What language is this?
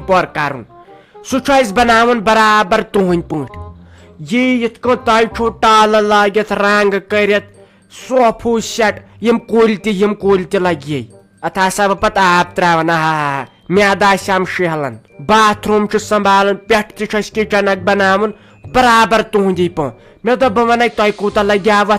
Kashmiri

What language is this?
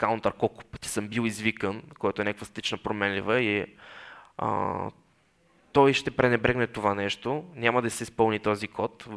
Bulgarian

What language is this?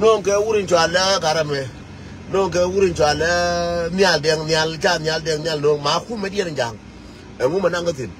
Nuer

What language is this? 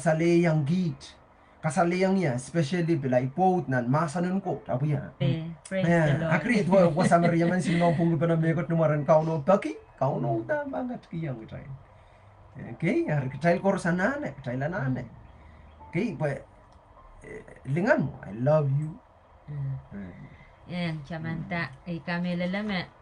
Pohnpeian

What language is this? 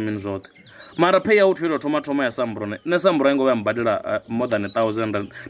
Venda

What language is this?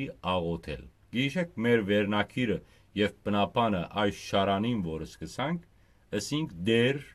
Western Armenian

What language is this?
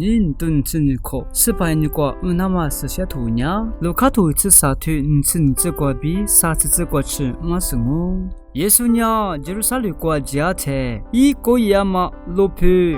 Lisu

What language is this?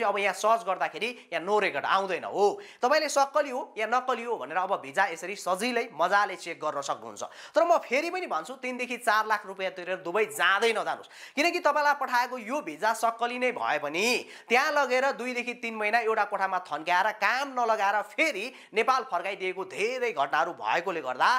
Nepali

